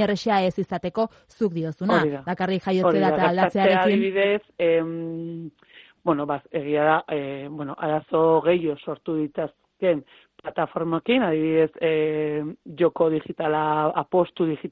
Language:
Basque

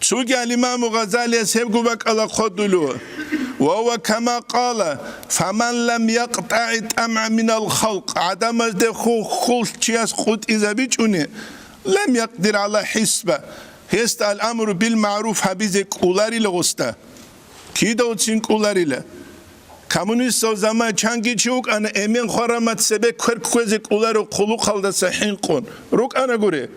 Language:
Avaric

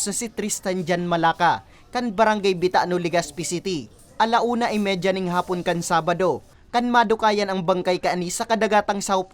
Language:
Bikol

